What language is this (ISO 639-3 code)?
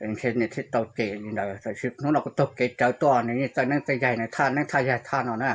hmn